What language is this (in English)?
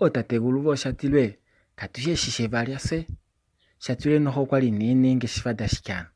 Kuanyama